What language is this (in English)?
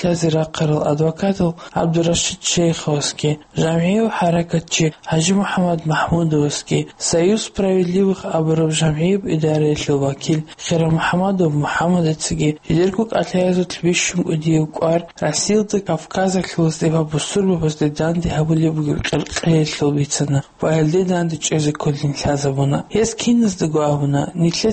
Avaric